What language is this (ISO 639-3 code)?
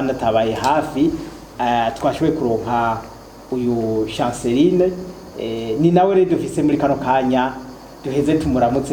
run